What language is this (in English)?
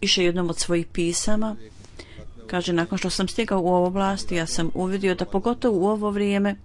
Bosnian